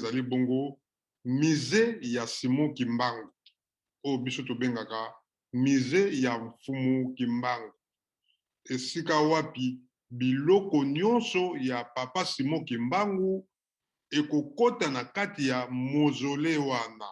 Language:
Lingala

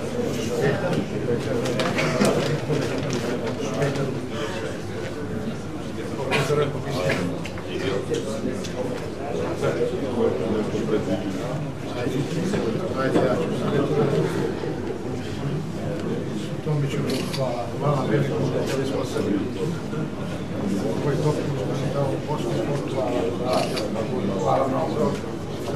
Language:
Serbian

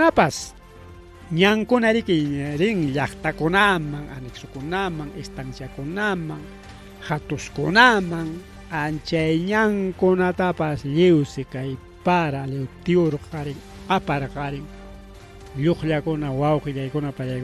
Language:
Ayacucho Quechua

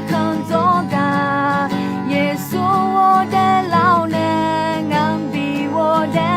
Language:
Akha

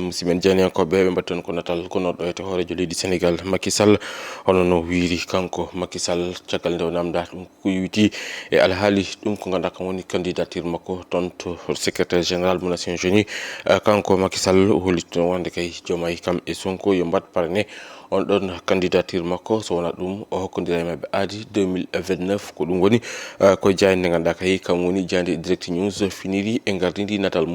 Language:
Fula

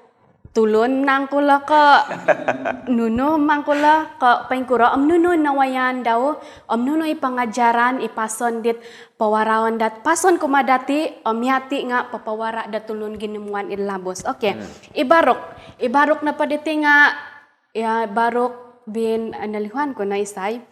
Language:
Central Dusun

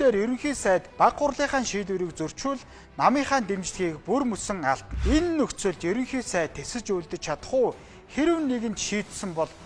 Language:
Mongolian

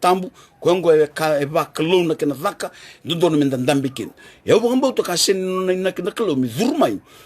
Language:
Fijian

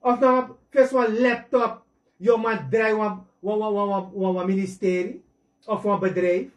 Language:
Sranan Tongo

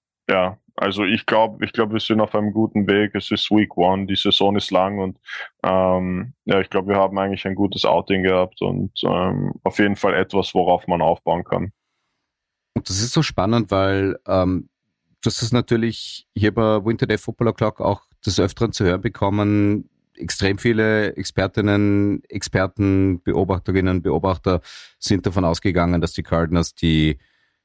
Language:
German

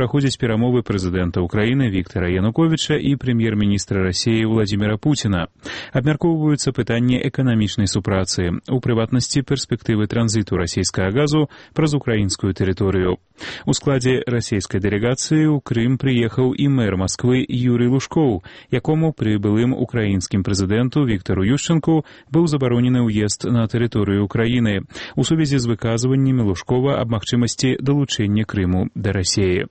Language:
Belarusian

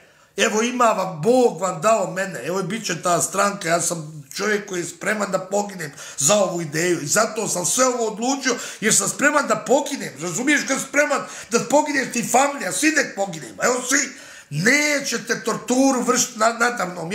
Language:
Bosnian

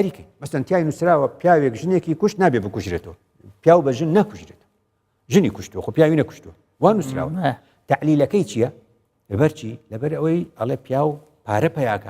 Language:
Central Kurdish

